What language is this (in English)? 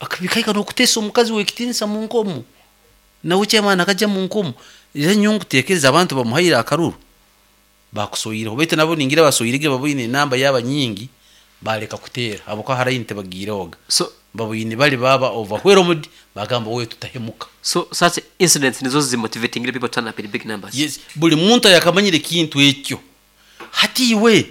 Nyoro